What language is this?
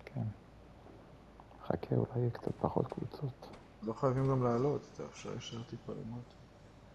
Hebrew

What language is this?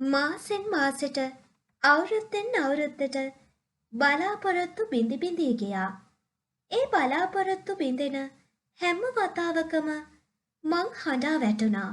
Sinhala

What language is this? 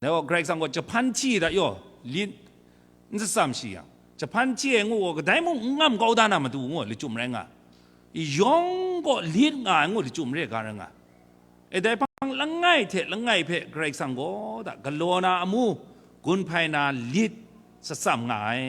Kachin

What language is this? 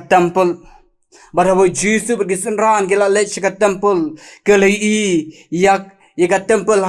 Khasi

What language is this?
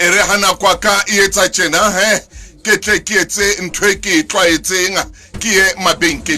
Southern Sotho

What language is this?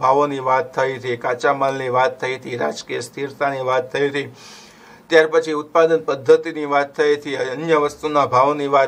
Gujarati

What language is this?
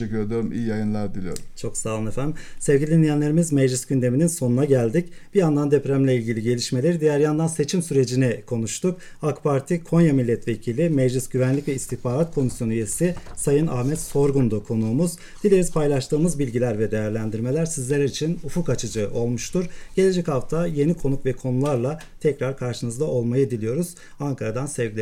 Turkish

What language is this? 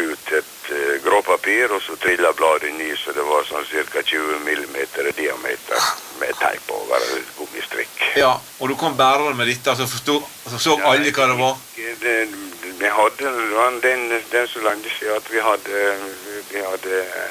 Norwegian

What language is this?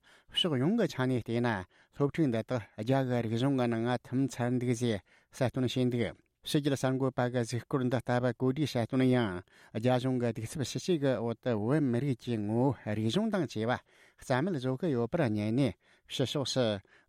Tibetan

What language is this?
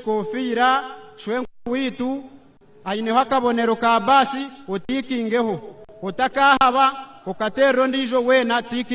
Nyankole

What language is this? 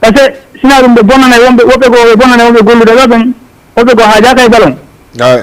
Fula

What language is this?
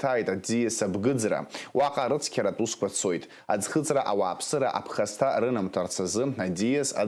Abkhazian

